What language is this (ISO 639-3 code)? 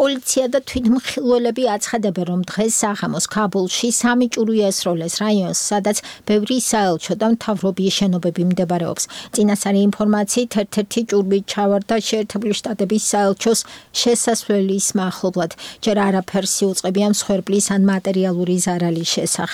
kat